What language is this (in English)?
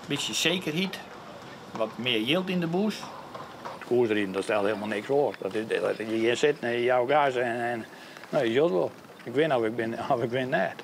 Western Frisian